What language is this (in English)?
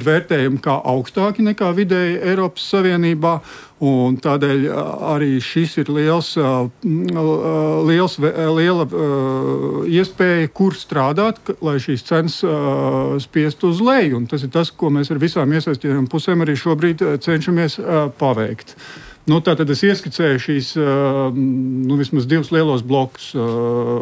Latvian